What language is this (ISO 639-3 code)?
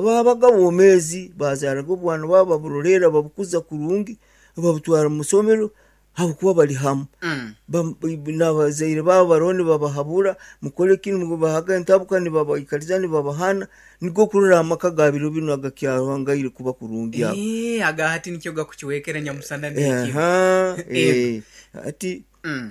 nyo